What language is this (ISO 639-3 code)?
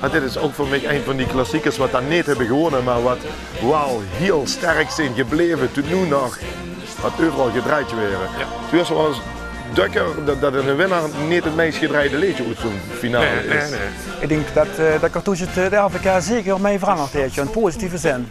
lim